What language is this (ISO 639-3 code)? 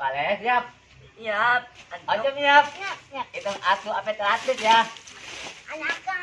bew